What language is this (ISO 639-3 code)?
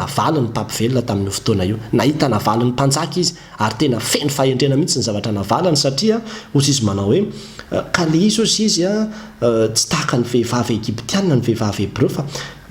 mlg